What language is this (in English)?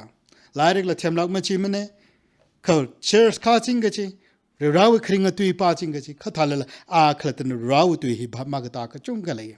Tangkhul Naga (India)